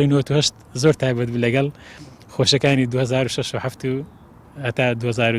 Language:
Central Kurdish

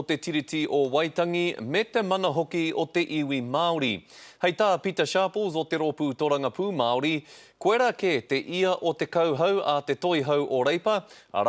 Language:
Māori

